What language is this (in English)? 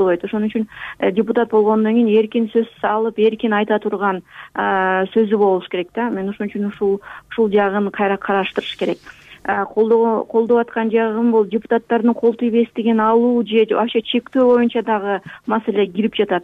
Kyrgyz